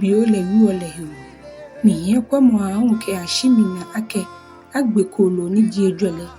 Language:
Ga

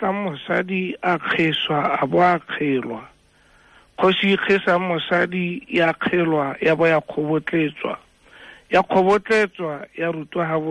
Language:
Tswana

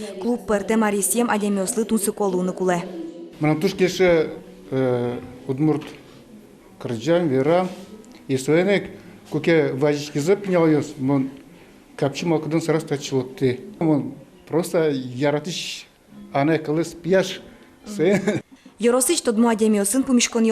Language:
Udmurt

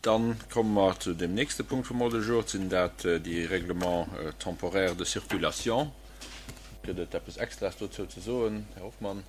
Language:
Luxembourgish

